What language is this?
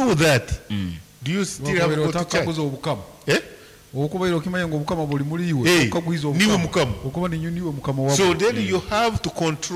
Nyankole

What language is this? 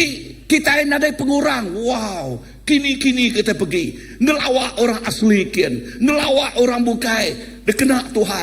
Iban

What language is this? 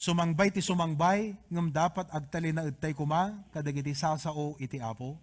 Iloko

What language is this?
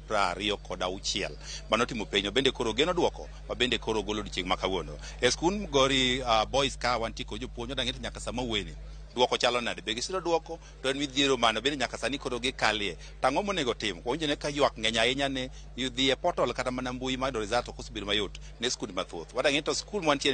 Luo (Kenya and Tanzania)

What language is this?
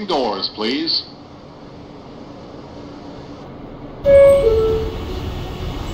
English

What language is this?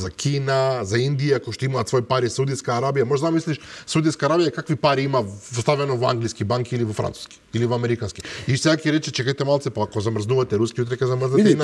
Macedonian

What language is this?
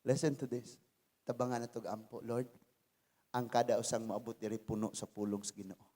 Cebuano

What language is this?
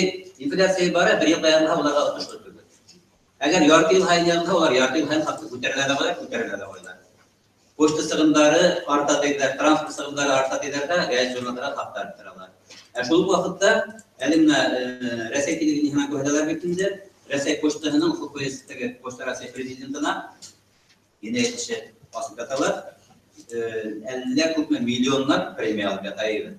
Bashkir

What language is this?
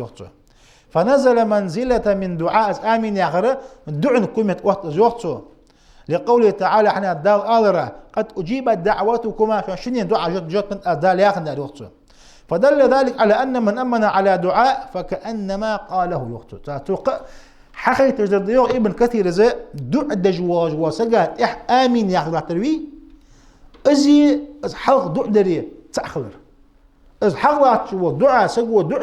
Ingush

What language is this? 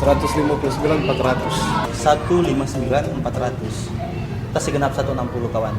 Manado Malay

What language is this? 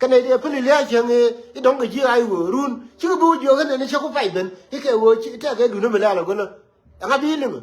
Nuer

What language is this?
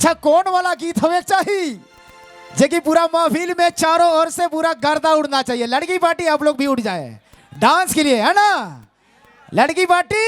Sadri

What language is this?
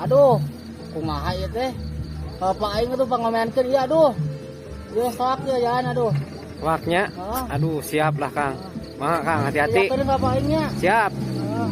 Sundanese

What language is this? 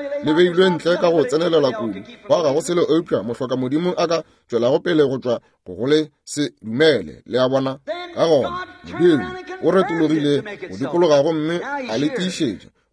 Northern Sotho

